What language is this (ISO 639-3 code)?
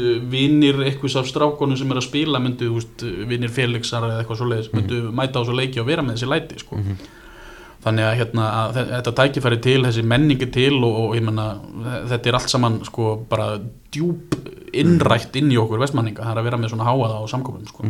isl